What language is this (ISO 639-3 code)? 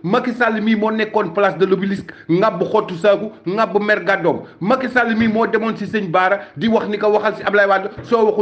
wol